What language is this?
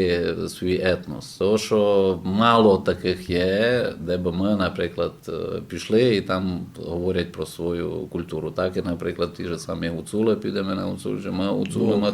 Rusyn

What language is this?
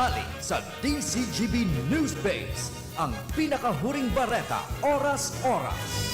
Bikol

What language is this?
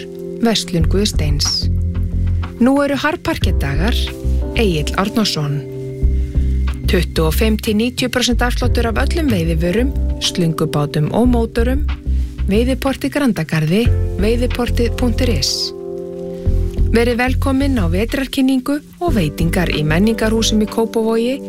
Icelandic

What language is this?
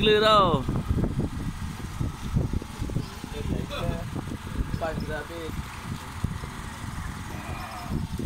Malay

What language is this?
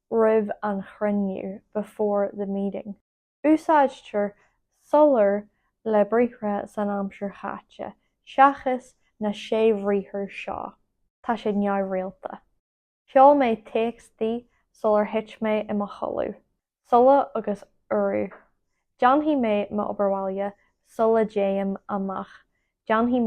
Irish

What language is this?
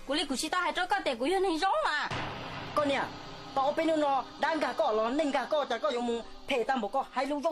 Hmong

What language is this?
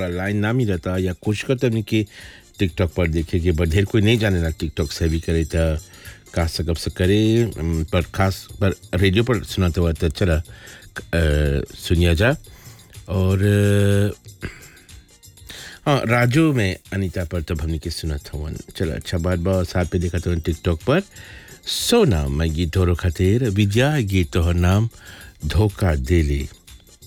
Bhojpuri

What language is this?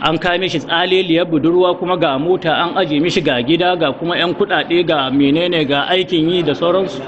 Hausa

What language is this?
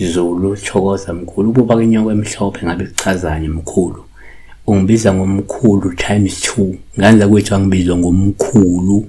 Zulu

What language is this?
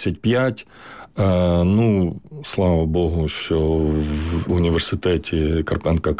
Ukrainian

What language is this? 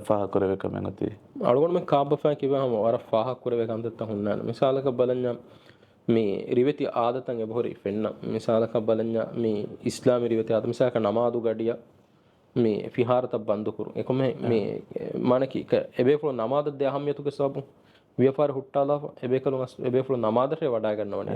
Divehi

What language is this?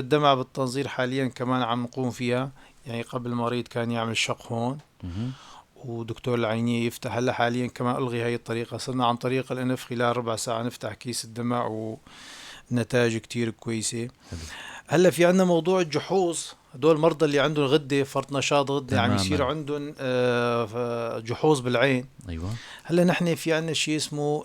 North Levantine Arabic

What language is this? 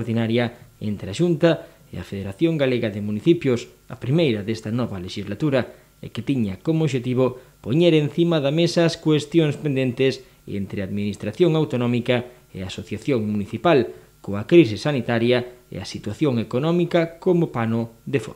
Galician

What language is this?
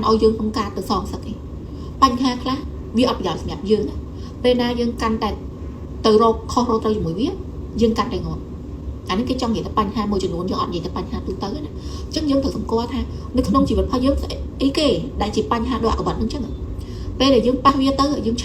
Khmer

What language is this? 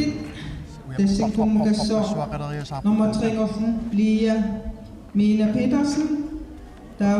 Kalaallisut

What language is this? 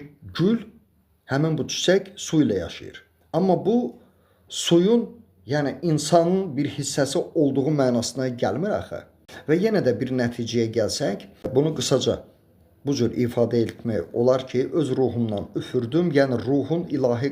Azerbaijani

